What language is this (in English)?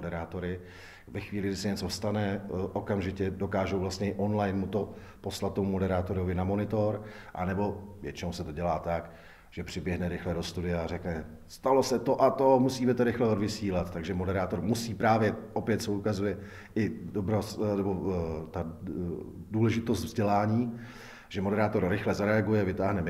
Czech